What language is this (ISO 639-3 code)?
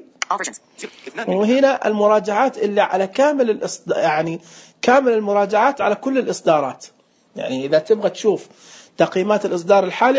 ars